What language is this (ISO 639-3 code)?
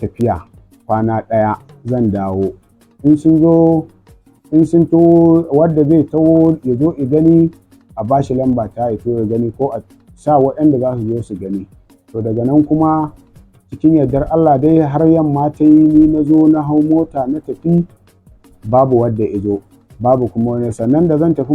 hau